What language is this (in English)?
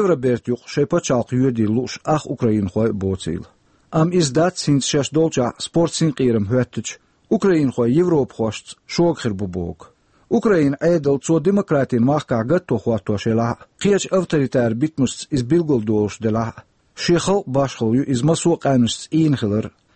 Chechen